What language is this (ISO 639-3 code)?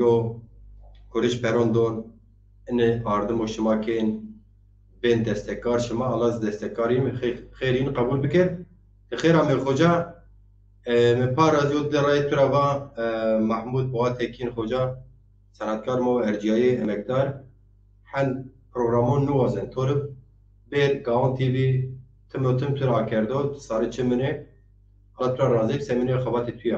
zza